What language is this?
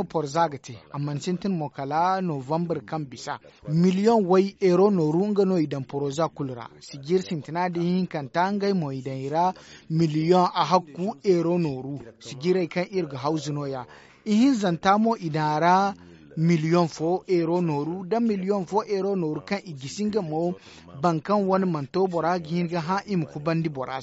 Zarma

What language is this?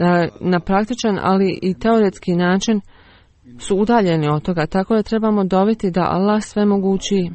Bosnian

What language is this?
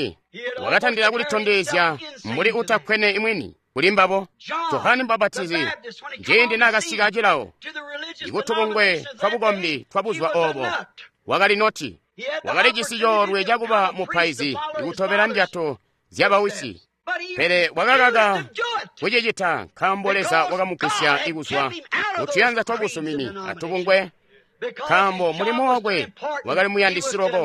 Tonga (Zambia)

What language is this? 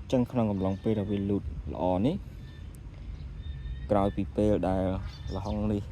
Khmer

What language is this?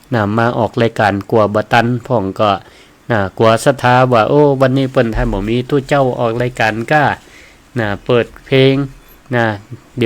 Northern Thai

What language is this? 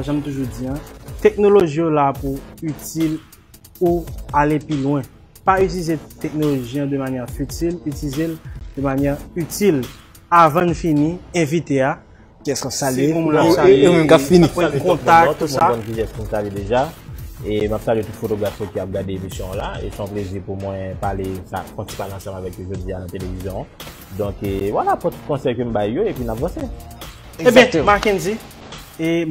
Haitian Creole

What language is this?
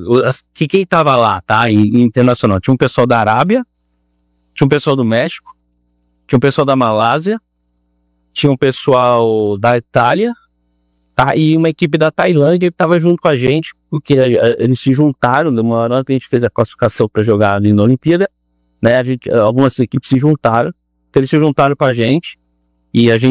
Portuguese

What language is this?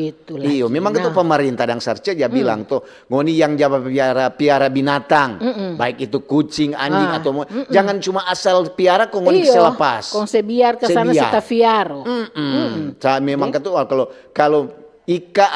Manado Malay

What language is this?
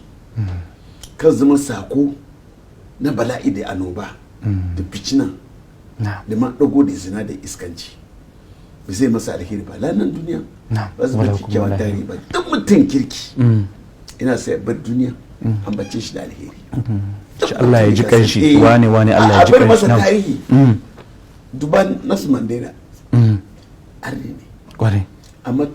Hausa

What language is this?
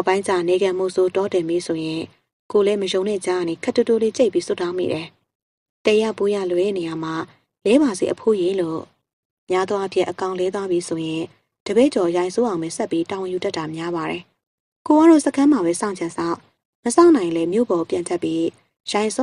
Burmese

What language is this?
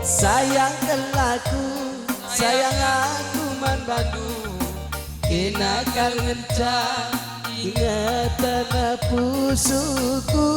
Batak Karo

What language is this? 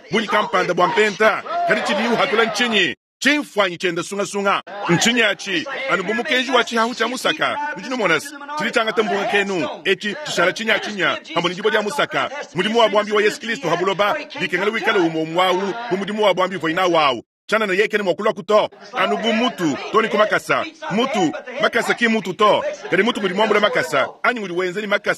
Luba-Lulua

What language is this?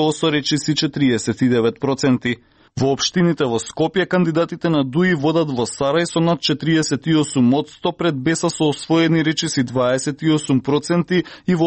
Macedonian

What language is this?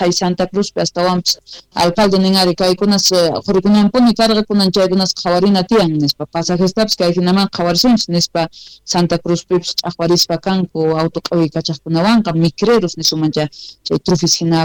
Quechua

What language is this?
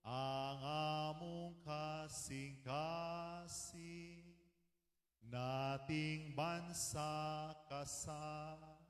Cebuano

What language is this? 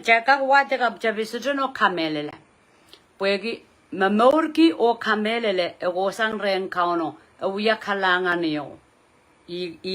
Pohnpeian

